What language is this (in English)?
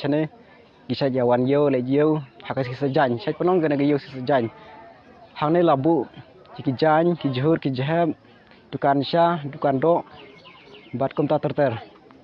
Khasi